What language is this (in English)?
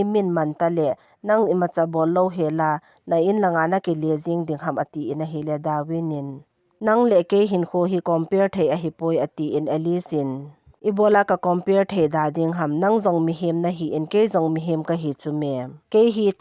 Thado Chin